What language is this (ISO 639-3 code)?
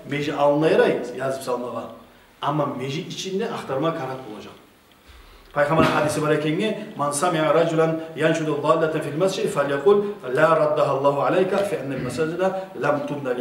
kum